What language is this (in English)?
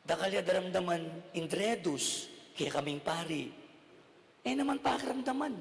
Pampanga